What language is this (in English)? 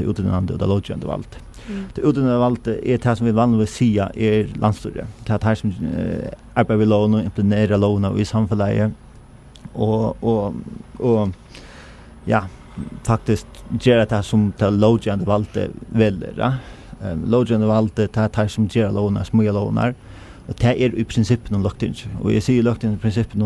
Faroese